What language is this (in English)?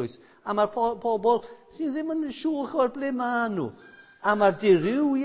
Welsh